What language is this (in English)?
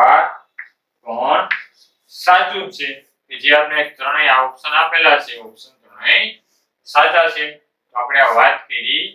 Gujarati